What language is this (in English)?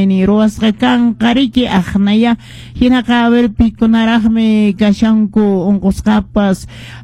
Quechua